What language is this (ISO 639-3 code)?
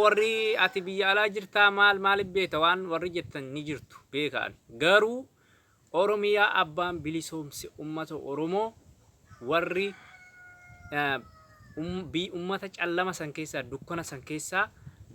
orm